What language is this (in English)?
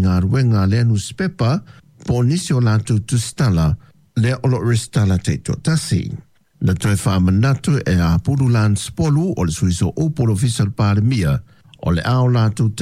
Samoan